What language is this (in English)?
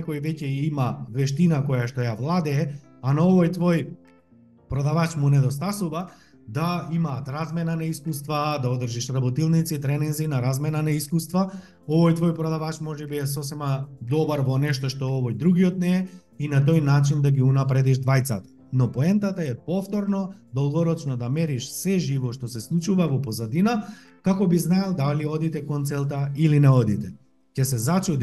Macedonian